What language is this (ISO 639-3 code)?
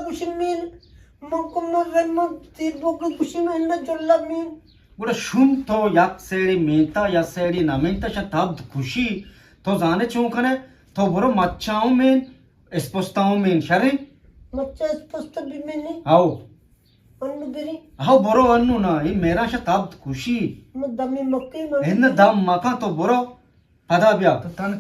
bgp